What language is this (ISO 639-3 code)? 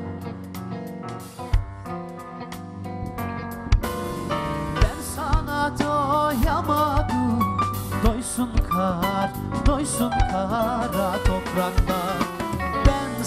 tur